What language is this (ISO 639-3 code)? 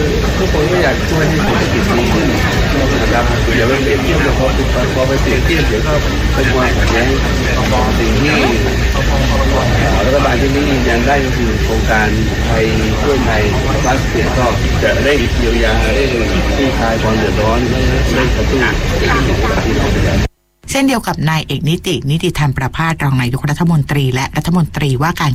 tha